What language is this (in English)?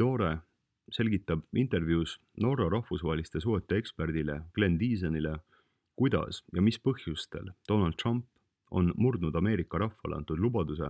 Estonian